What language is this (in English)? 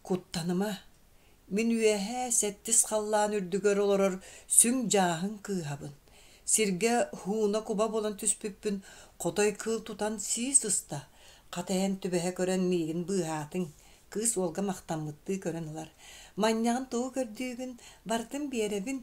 Yakut